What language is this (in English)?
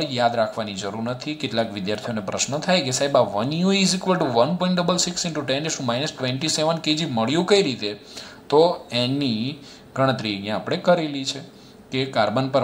Gujarati